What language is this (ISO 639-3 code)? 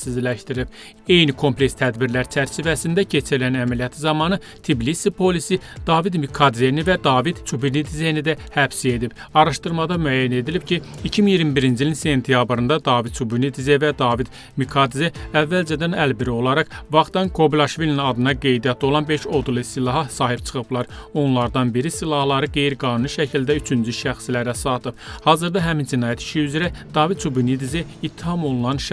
aze